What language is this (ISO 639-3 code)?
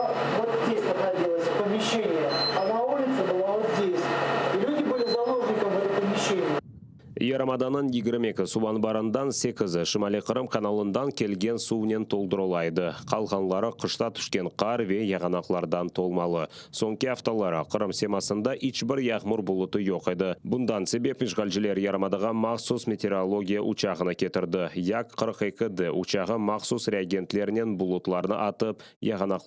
crh